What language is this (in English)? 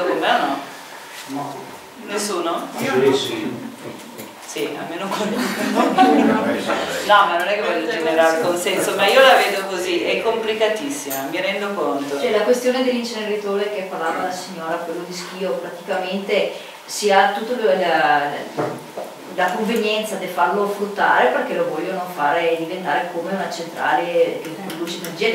Italian